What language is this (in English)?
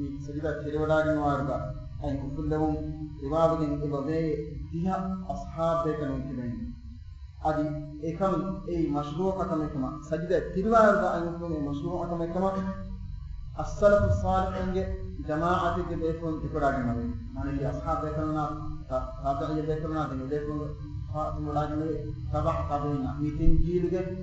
Divehi